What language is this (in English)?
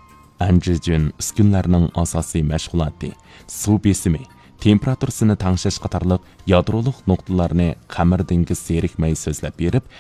Uyghur